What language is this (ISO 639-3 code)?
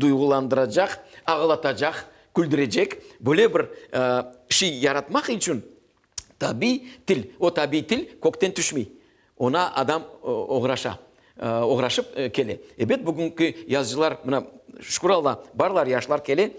crh